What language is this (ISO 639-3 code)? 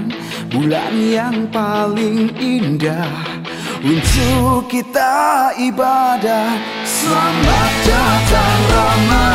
ind